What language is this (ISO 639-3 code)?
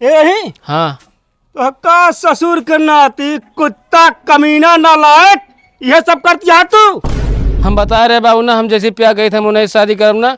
awa